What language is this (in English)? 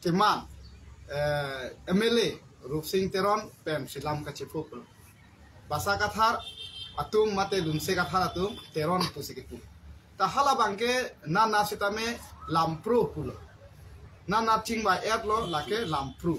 Karbi